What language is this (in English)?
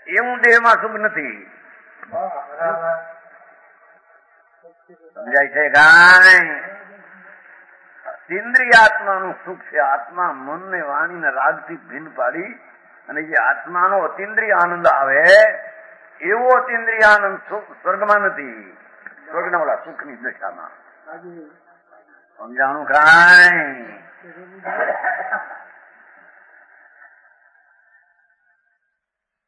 Gujarati